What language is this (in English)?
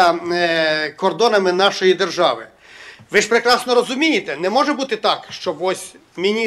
Ukrainian